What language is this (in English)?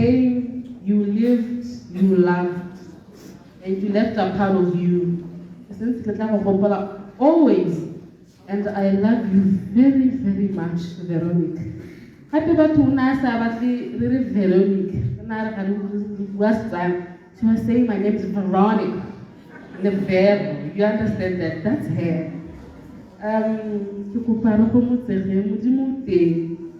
Tswana